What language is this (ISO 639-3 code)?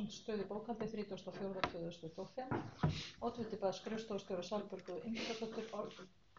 isl